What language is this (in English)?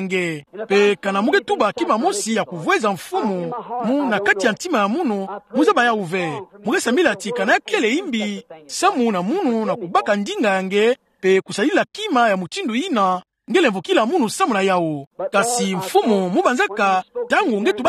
Kituba (Democratic Republic of Congo)